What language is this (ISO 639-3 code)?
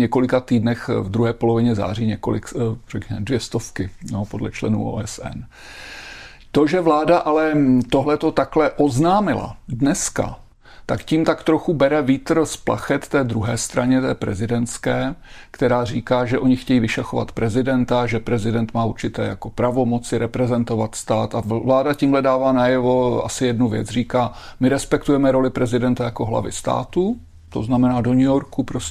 ces